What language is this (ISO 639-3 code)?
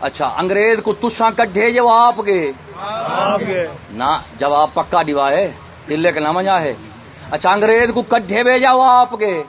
skr